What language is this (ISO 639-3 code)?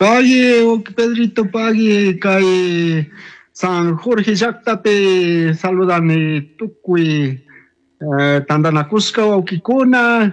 qug